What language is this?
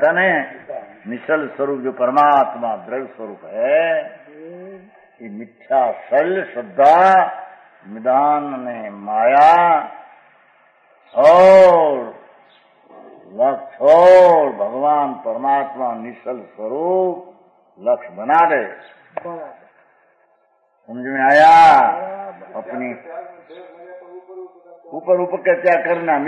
Hindi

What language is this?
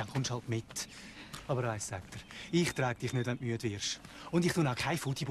Swiss German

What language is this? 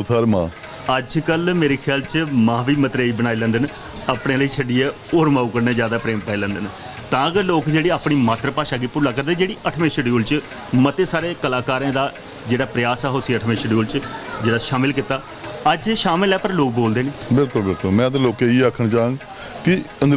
Dogri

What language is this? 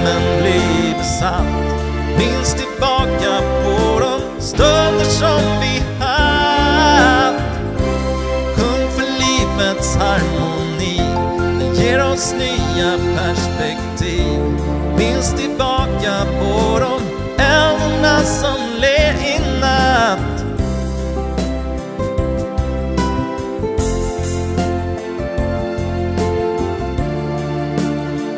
Swedish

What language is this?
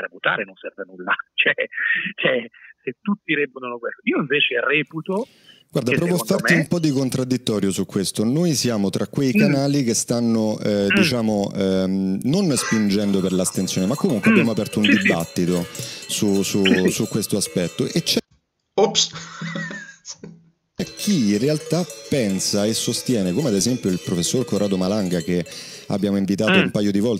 Italian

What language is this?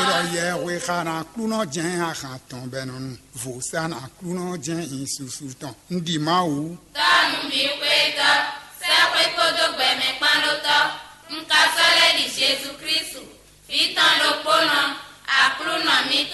Fon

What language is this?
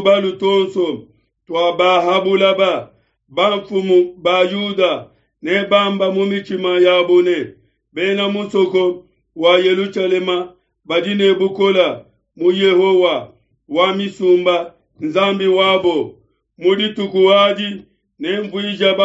Luba-Lulua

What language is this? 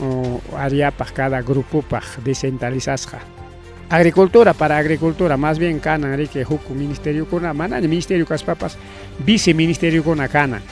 Ayacucho Quechua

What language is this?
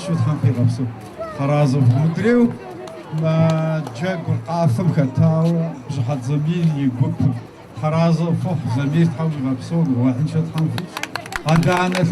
Kabardian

